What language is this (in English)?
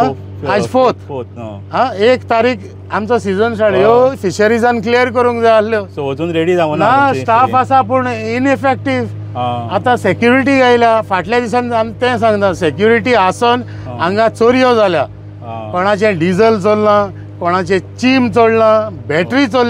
Konkani